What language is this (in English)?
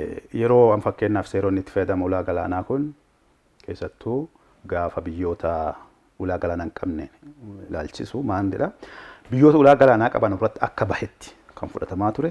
Oromo